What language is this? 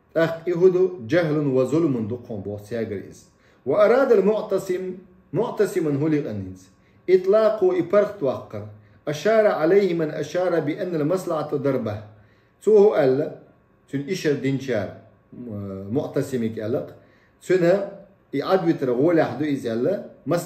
Chechen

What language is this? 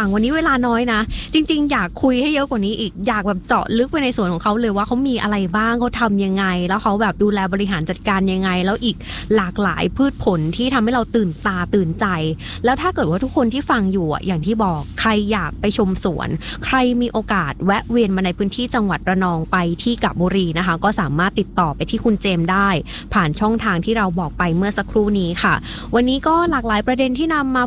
Thai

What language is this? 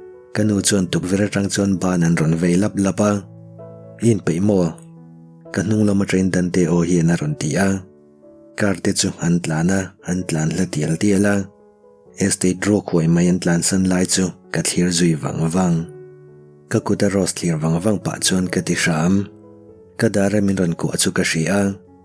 Mizo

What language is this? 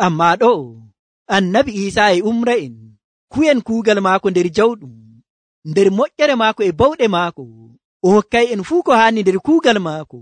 Nigerian Fulfulde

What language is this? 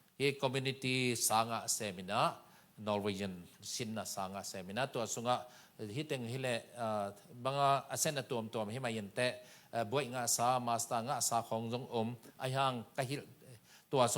Tedim Chin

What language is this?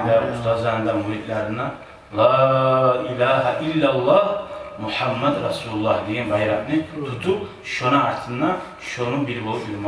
Kumyk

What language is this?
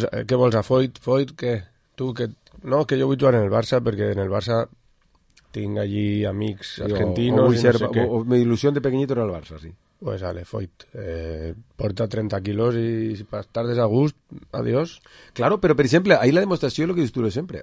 Catalan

